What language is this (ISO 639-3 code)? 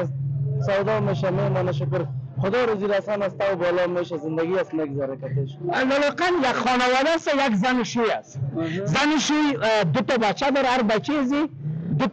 fas